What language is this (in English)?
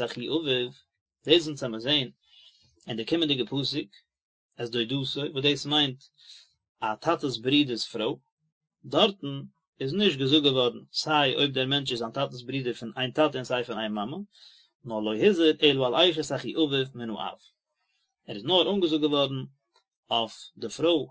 Yiddish